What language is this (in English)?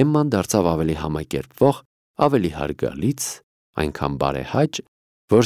Armenian